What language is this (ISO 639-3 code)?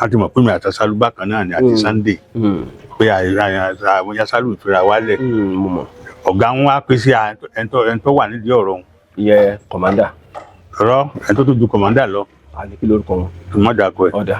yor